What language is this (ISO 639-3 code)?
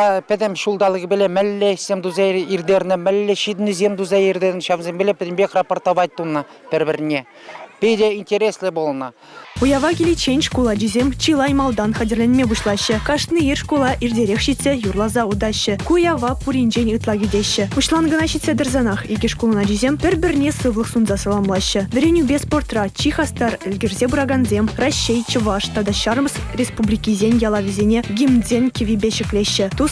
chv